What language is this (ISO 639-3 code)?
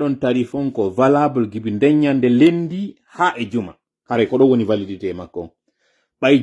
ful